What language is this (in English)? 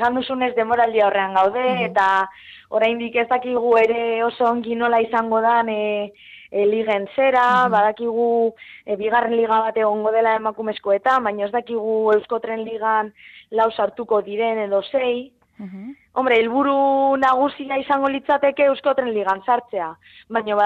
Basque